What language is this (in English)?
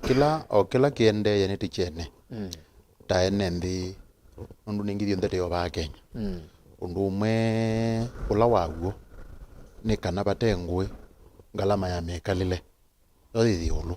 Kamba